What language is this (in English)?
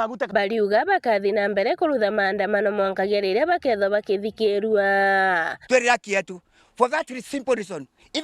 Meru